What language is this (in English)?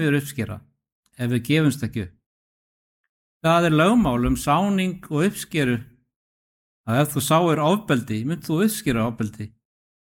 Icelandic